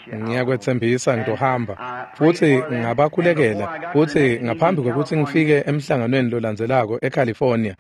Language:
Swati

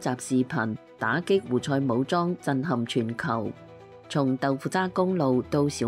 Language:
Cantonese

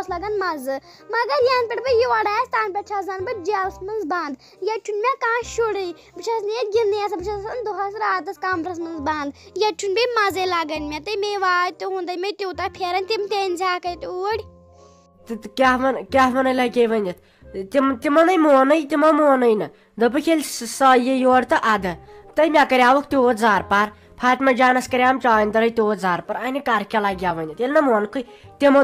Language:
Kashmiri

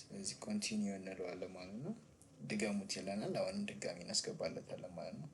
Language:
Amharic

